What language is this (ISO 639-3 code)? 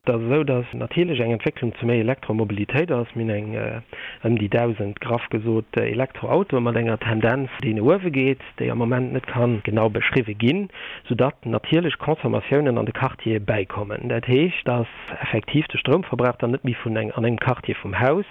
ltz